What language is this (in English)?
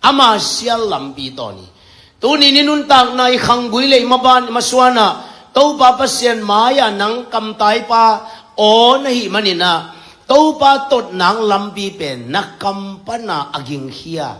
Tedim Chin